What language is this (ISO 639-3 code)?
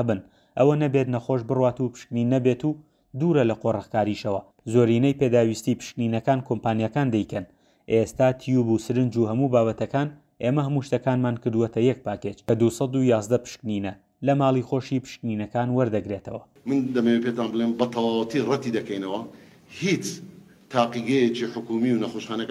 ckb